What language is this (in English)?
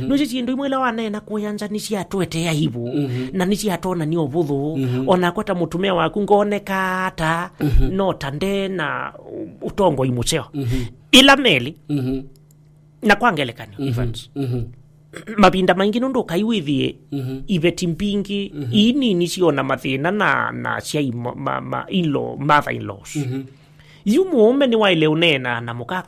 Kamba